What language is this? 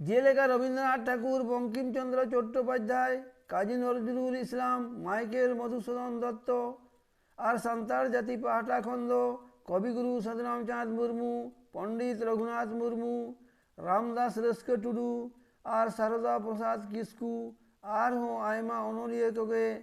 Santali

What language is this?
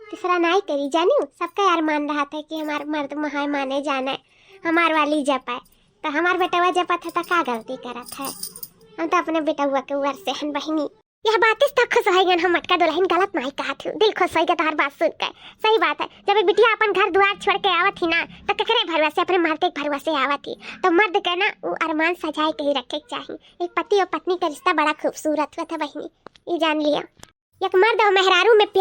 Awadhi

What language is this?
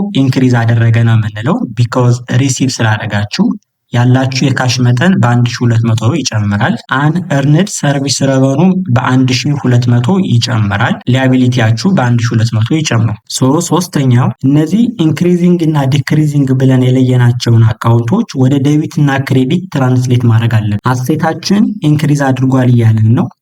Amharic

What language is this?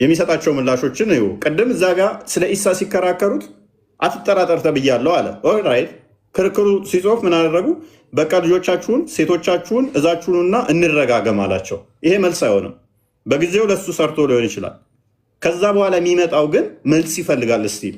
Amharic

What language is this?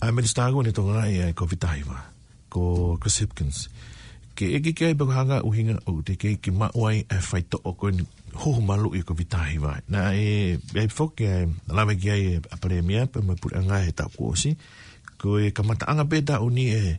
Tongan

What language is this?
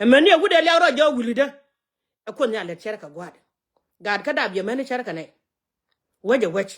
Nuer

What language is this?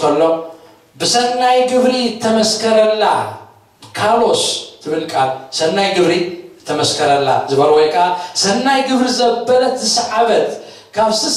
Tigrinya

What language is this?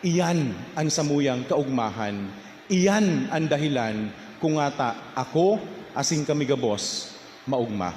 Bikol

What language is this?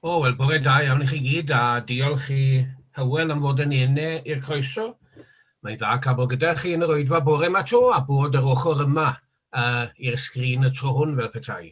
Welsh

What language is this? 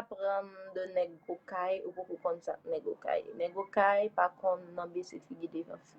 Haitian Creole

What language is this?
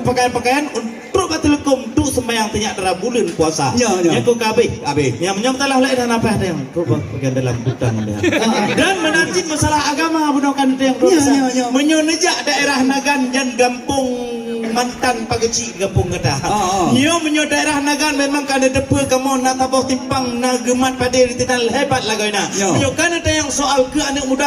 Achinese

